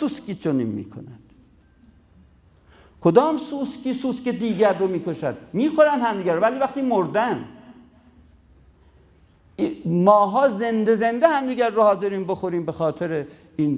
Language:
Persian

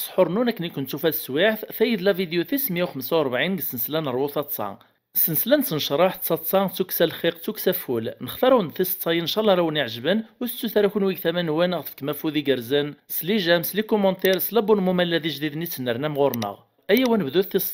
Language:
Kabyle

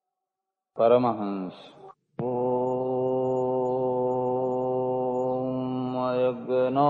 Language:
Gujarati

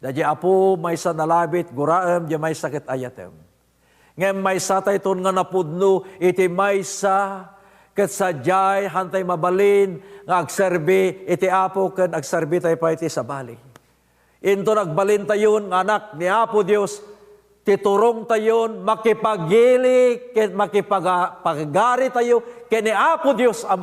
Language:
Iloko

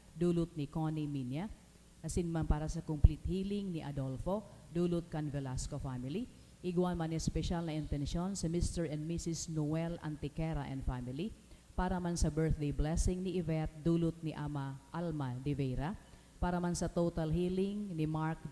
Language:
Bikol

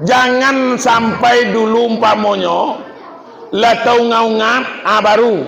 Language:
Minangkabau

